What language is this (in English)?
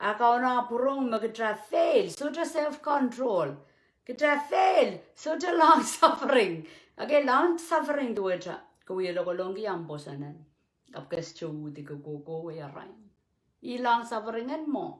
Pohnpeian